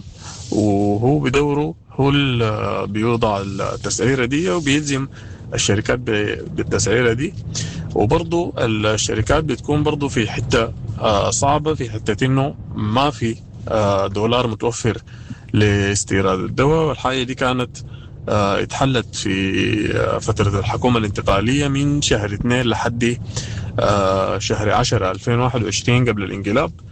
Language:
Sudanese Arabic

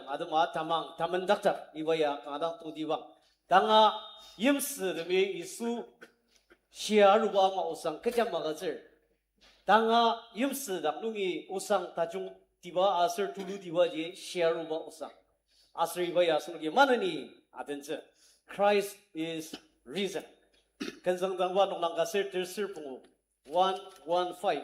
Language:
Ao Naga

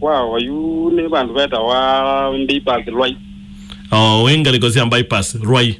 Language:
Kamba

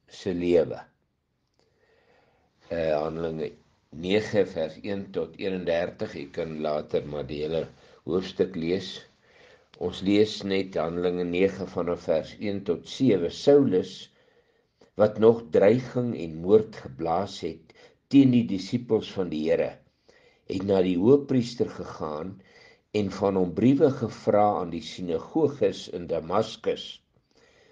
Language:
Afrikaans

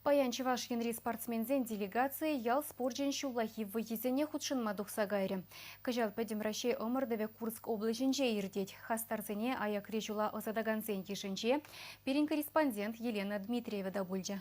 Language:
Chuvash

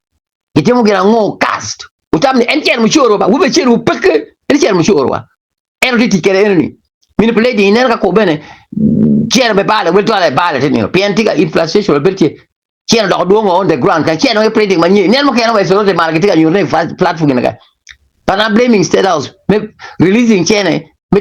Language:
Acoli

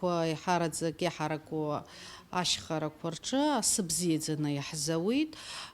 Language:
Abkhazian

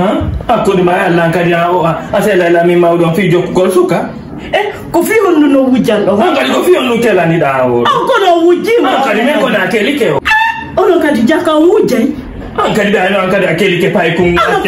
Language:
Fula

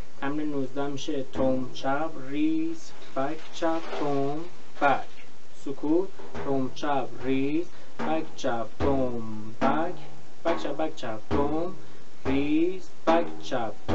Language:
Persian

